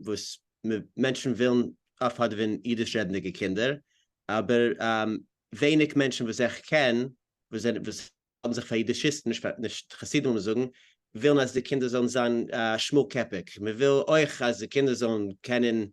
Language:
Yiddish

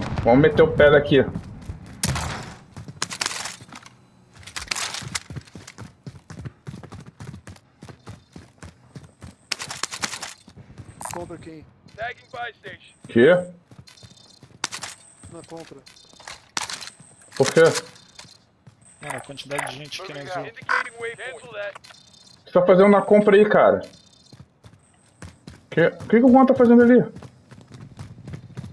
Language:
Portuguese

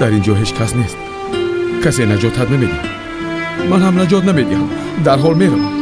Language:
Tajik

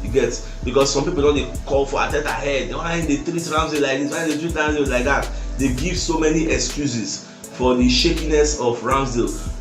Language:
Nigerian Pidgin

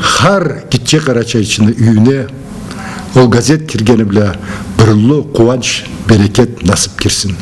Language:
Karachay-Balkar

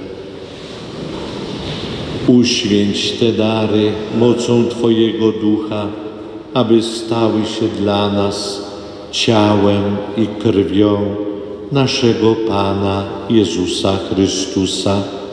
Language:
Polish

